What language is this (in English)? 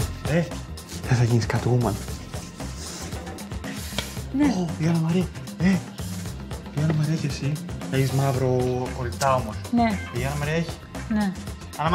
Greek